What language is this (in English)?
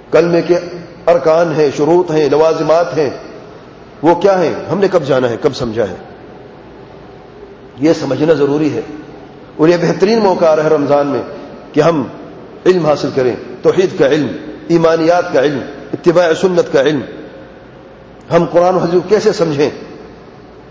Urdu